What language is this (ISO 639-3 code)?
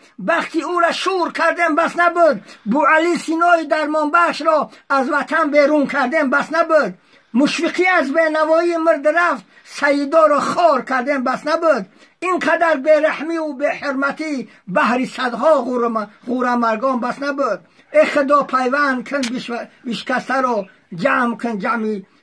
tgk